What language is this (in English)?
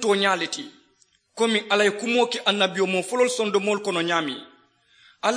Mandingo